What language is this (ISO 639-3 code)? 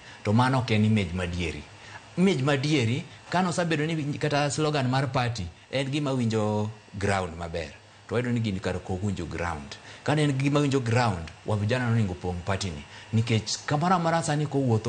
luo